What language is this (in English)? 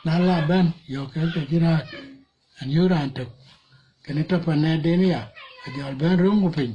Dinka